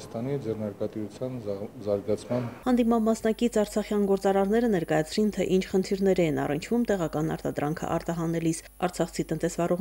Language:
Armenian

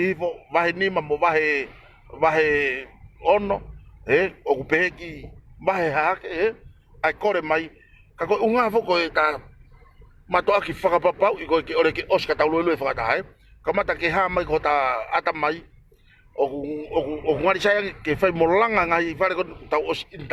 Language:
Tongan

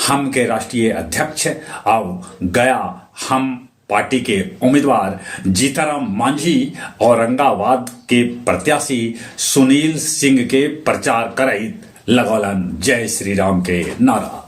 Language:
Magahi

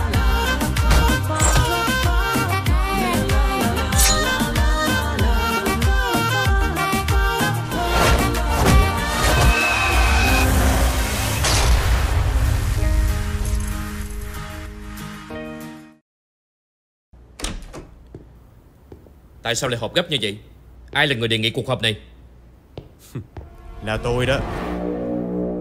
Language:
Vietnamese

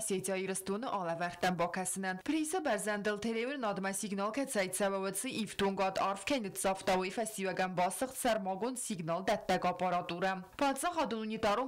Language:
Ossetic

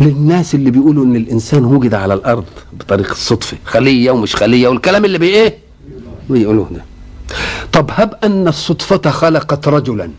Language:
Egyptian Arabic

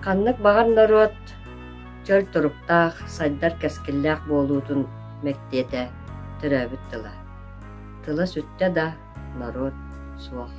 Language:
Yakut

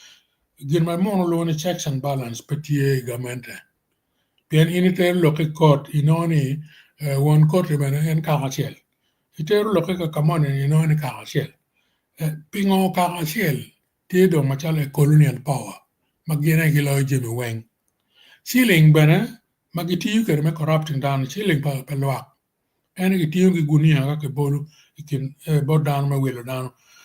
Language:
Acoli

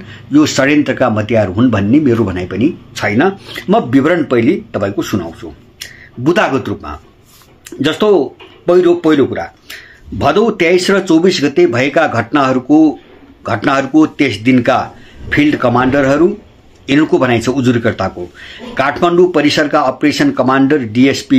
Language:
Nepali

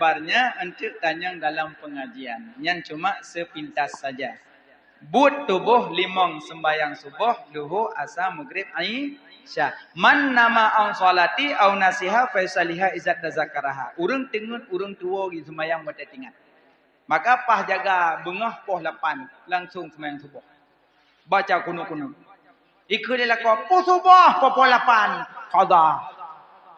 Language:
Achinese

